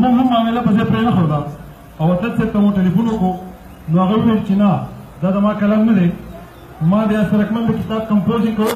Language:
Pashto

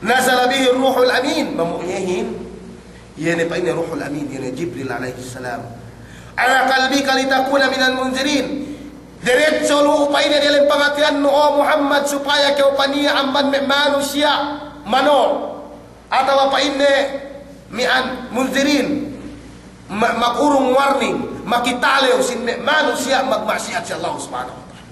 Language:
Yakan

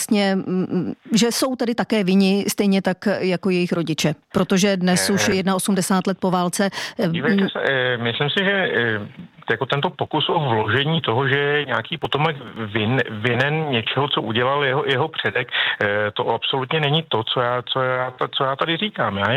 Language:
Czech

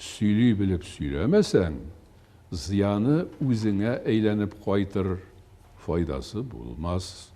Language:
Tatar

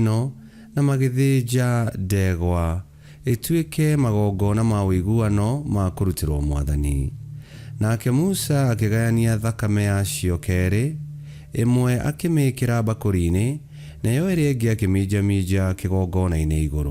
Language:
Kikuyu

